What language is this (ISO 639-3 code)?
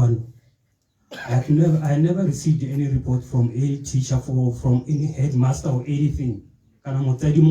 tsn